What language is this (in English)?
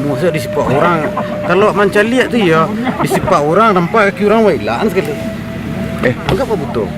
Minangkabau